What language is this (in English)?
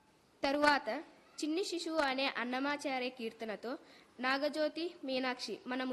Telugu